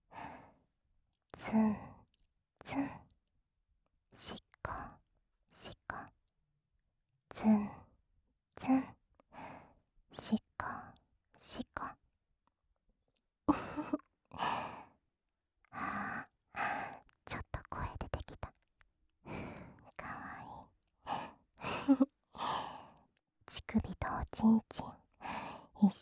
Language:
Japanese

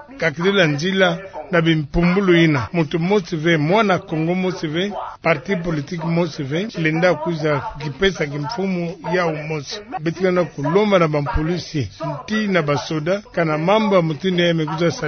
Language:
Kituba (Democratic Republic of Congo)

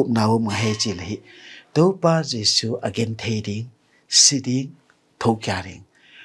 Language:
Tedim Chin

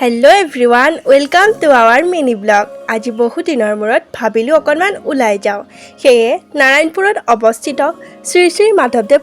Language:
Assamese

